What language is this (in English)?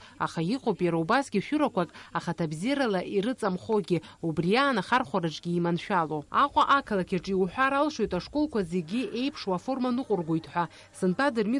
Abkhazian